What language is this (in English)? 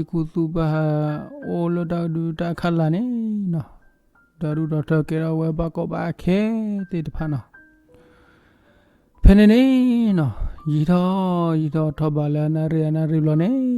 S'gaw Karen